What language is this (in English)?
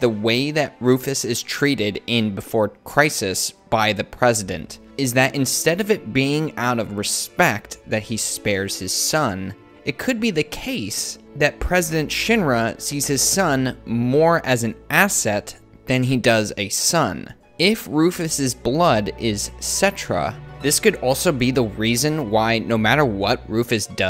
English